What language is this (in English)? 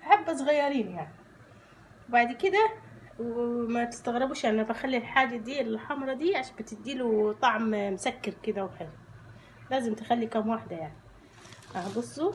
Egyptian Arabic